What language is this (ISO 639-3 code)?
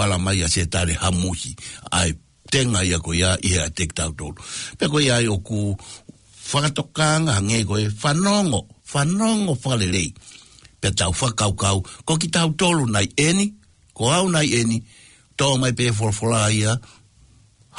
ton